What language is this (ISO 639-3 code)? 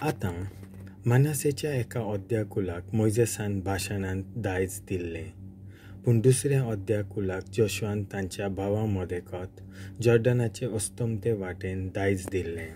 kok